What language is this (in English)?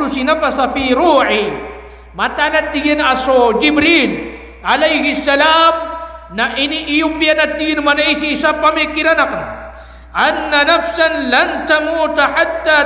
Maranao